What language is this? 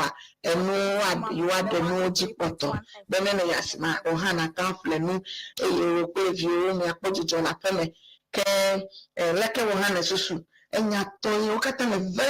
Ewe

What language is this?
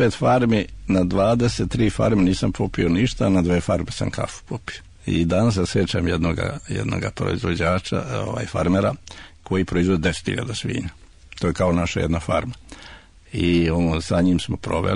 Serbian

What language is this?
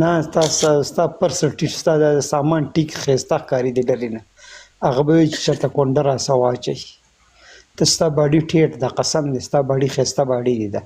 Pashto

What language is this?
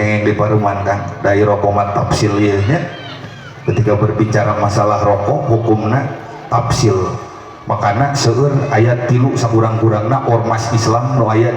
Sundanese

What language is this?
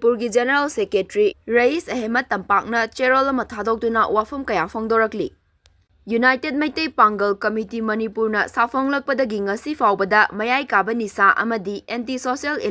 Manipuri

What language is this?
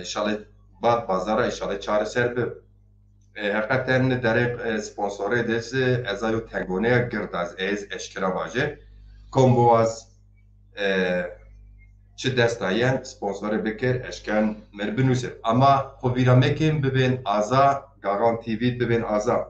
Zaza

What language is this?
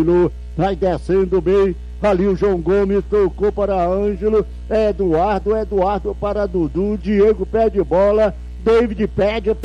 Portuguese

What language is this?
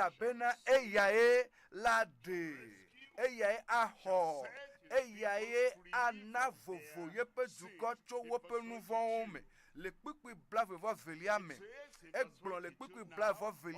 Ewe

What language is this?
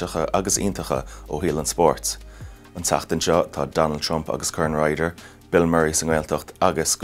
Irish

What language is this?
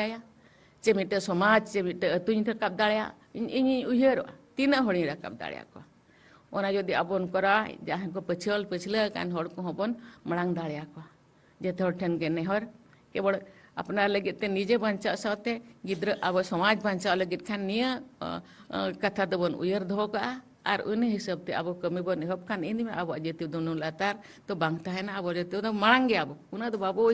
Santali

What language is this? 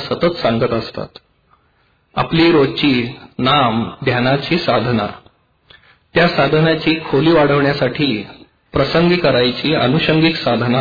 Marathi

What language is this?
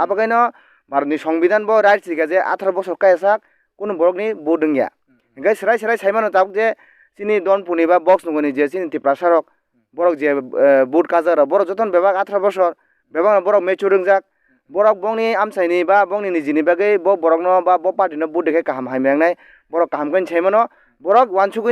Kok Borok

